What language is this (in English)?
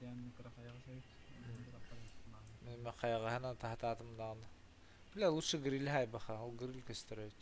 Yakut